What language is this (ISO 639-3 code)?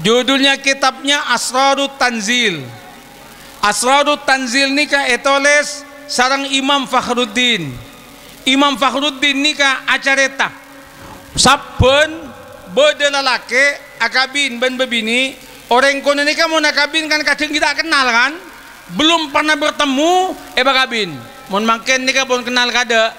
mad